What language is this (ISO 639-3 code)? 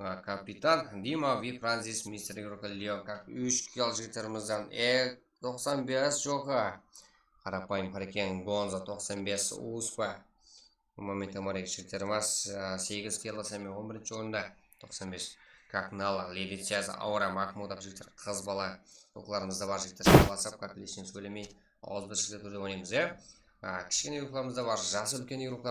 kaa